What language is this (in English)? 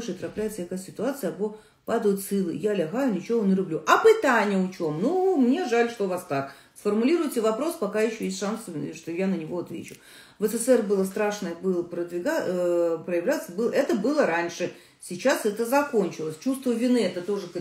Russian